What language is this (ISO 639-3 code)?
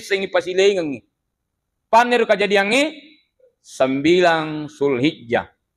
bug